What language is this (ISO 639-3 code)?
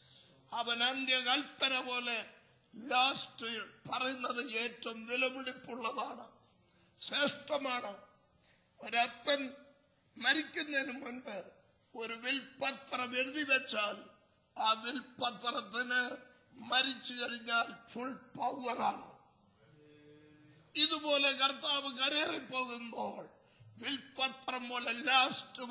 mal